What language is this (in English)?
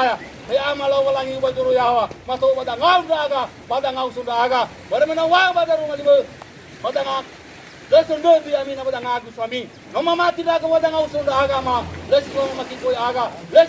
Nias